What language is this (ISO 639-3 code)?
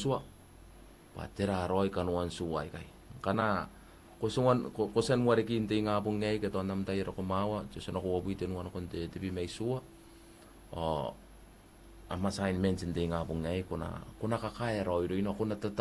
gil